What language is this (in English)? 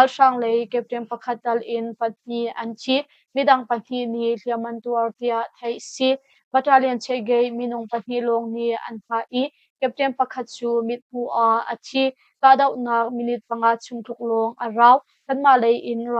Hakha Chin